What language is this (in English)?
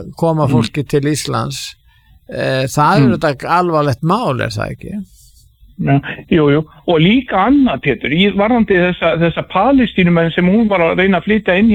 Icelandic